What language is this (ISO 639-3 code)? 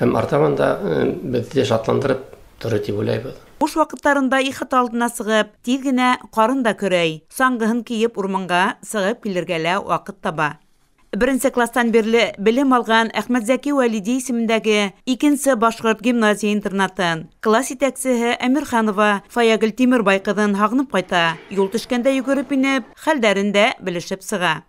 bak